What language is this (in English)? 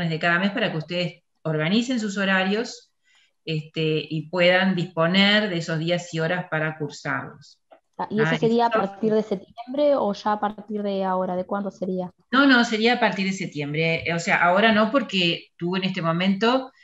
Spanish